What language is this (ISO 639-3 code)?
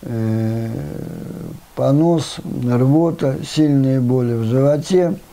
rus